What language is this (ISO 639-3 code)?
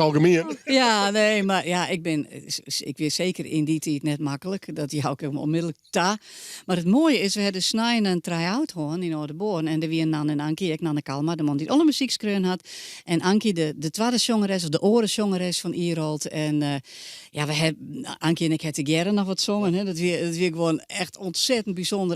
fry